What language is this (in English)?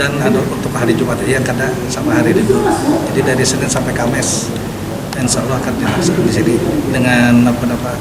Banjar